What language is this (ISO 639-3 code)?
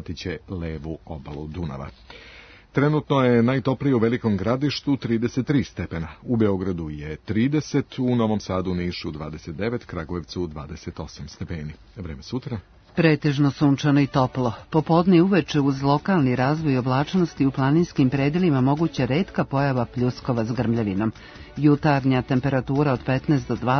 srp